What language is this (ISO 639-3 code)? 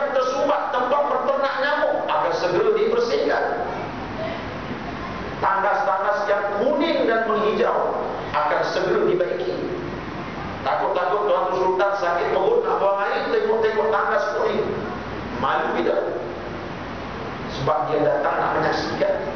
msa